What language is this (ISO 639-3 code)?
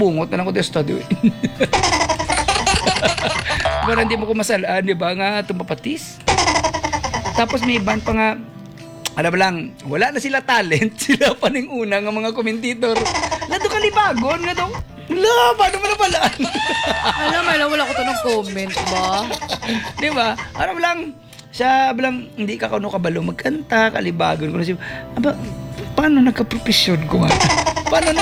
hil